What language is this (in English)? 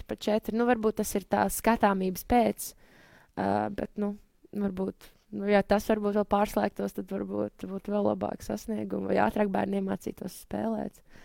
Latvian